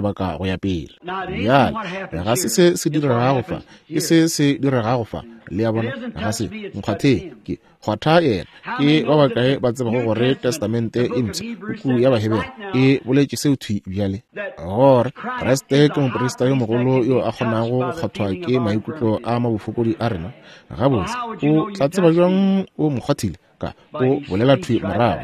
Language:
Northern Sotho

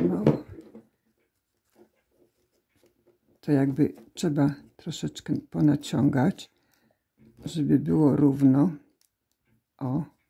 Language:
Polish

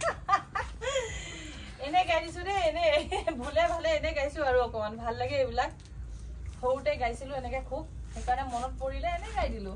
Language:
Assamese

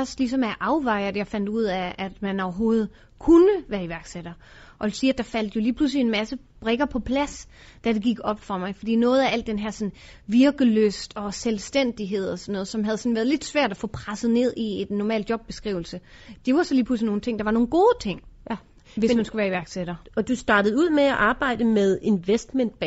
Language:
Danish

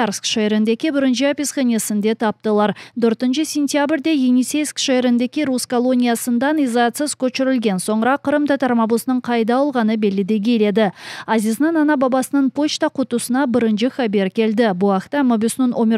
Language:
Crimean Tatar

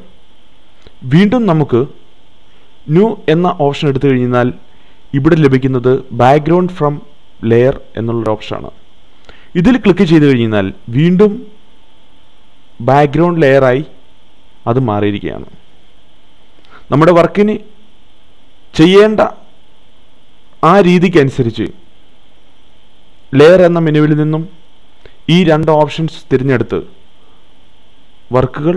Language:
Malayalam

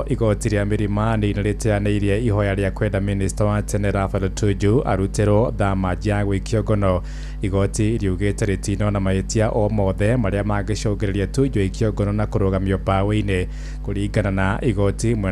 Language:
Kikuyu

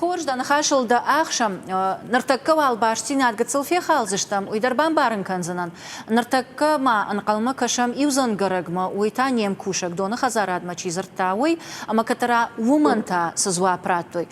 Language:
Ossetic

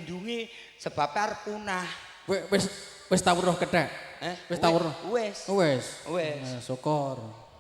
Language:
Javanese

